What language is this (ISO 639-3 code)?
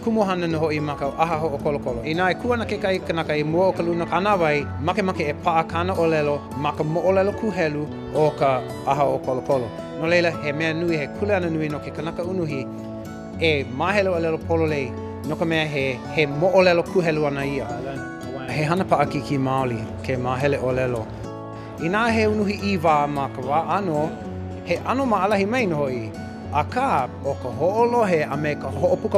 haw